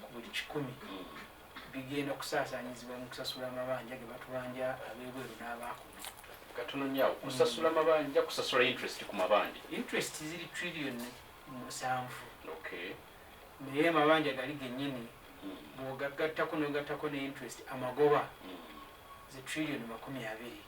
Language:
Ganda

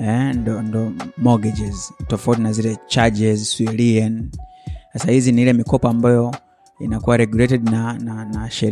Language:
Swahili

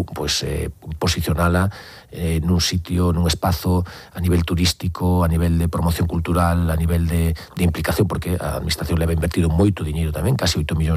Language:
Galician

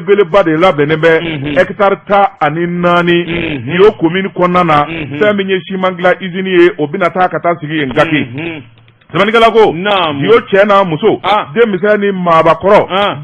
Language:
Bambara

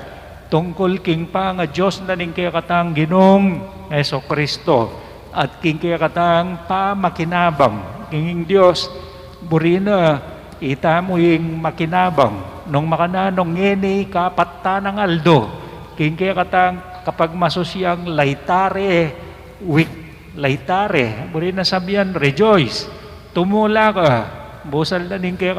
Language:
Pampanga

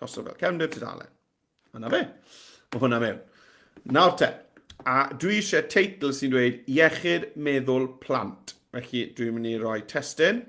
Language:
Welsh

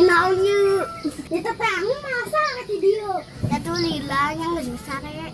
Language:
Sundanese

